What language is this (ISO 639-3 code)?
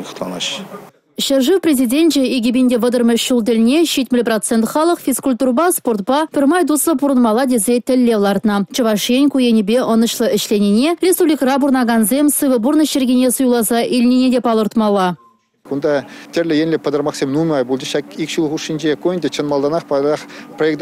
chv